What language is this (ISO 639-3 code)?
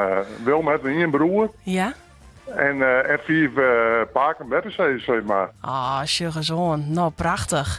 fry